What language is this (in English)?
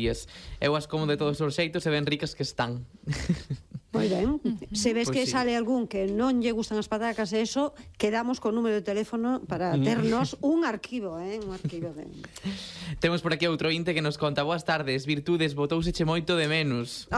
Galician